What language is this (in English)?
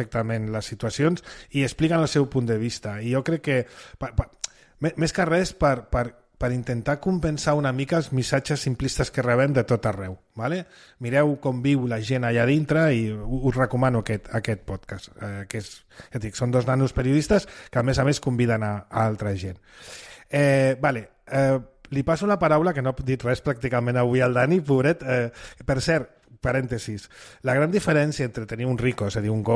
Catalan